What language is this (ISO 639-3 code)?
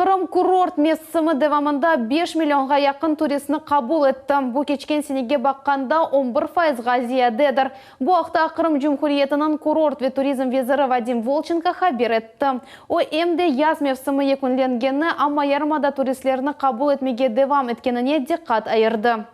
crh